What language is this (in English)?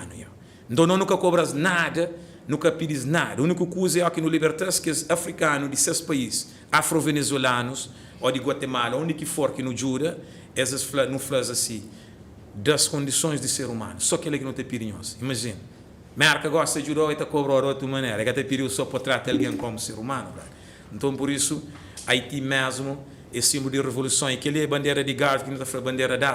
Kabuverdianu